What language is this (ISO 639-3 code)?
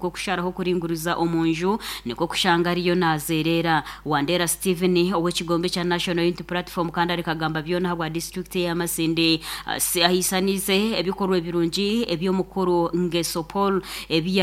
nyn